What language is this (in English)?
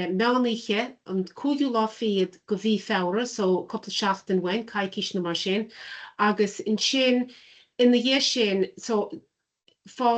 Irish